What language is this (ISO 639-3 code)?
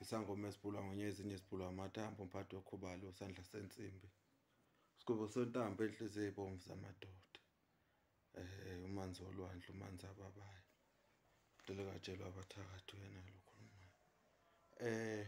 zul